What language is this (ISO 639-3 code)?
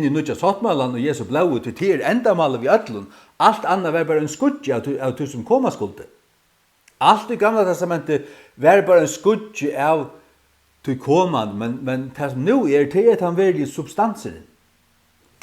fao